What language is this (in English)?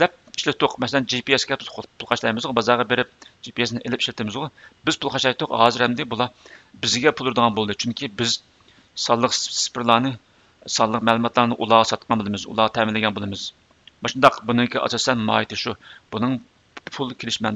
Uyghur